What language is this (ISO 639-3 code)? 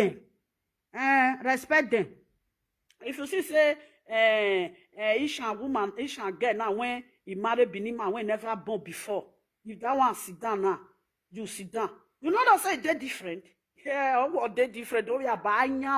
pcm